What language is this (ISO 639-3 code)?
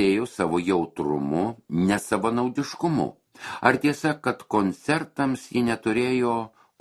lit